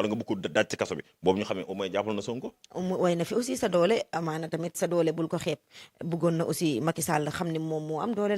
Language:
Wolof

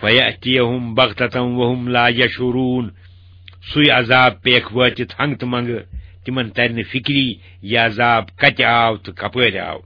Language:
Kashmiri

